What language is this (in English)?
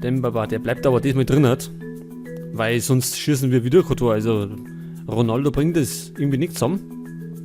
Bavarian